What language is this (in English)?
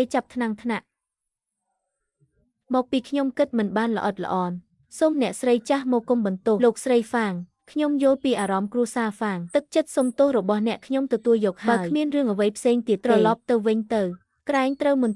Khmer